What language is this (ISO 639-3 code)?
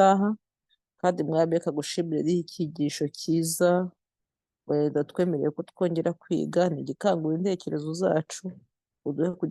kin